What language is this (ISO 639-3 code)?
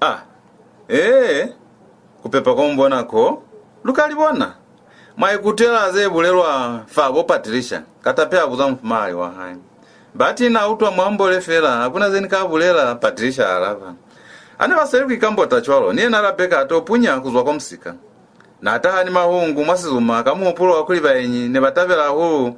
loz